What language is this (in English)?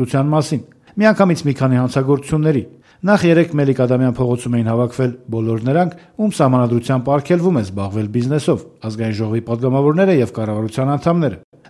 Armenian